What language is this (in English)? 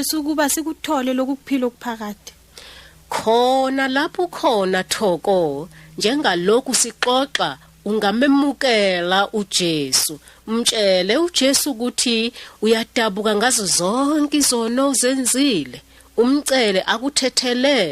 Zulu